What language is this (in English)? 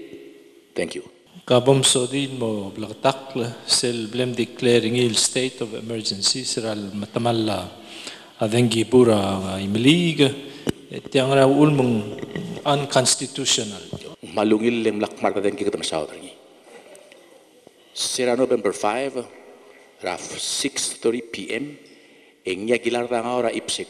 Palauan